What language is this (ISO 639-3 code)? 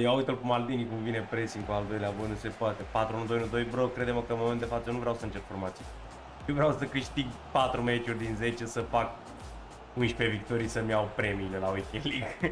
ron